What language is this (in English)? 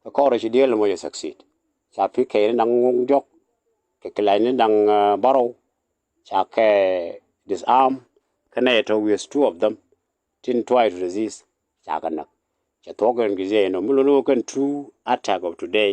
Nuer